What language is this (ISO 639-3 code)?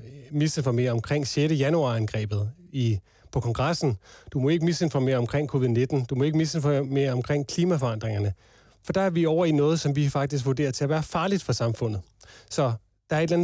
dan